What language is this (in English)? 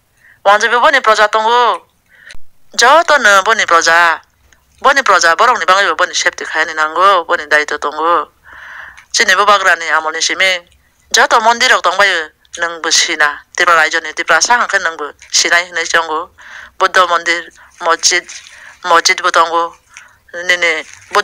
Kok Borok